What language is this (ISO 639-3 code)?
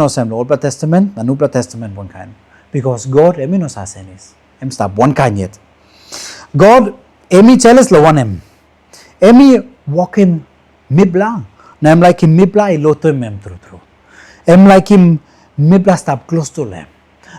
tpi